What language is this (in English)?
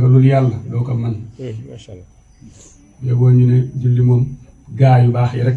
Wolof